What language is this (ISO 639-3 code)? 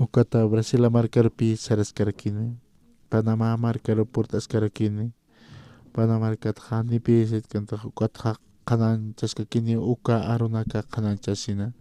aym